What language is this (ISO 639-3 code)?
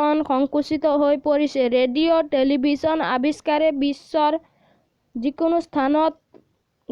asm